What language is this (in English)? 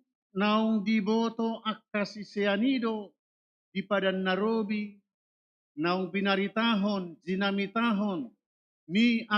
Batak Toba